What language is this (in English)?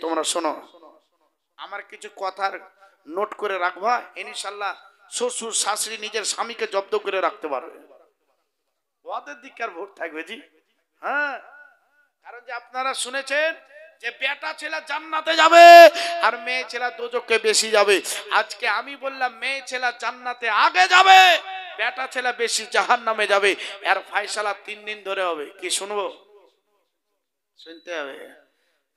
Bangla